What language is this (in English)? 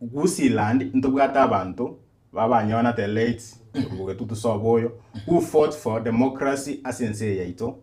Gusii